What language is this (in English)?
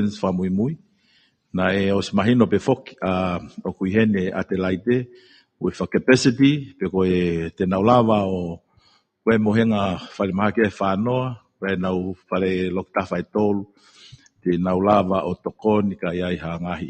Tongan